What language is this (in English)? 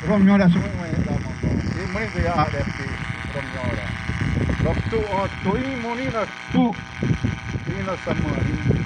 Xavánte